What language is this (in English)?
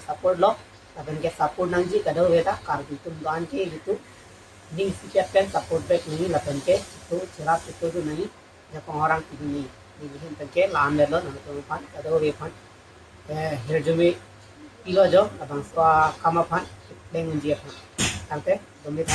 Karbi